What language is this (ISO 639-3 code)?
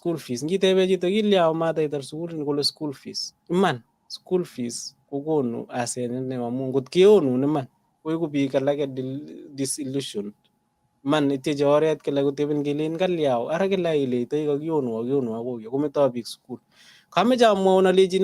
kln